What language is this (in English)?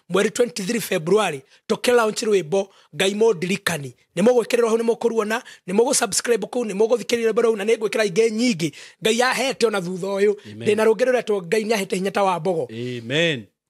Kikuyu